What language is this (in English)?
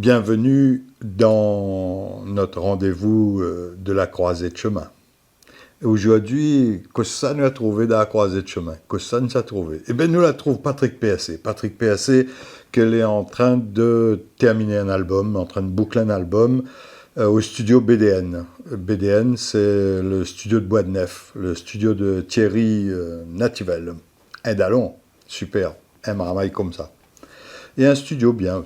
Réunion Creole French